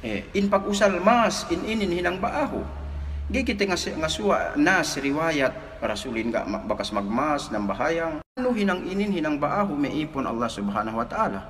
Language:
Yakan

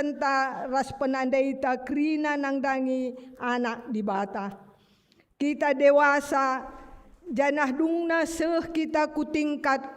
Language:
Batak Karo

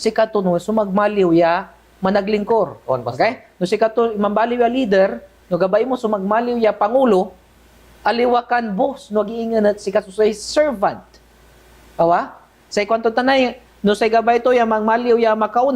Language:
Pangasinan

